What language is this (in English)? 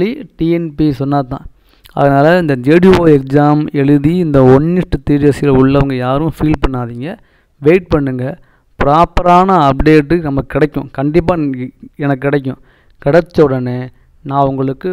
Tamil